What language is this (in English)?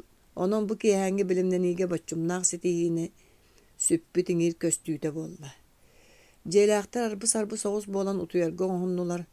Yakut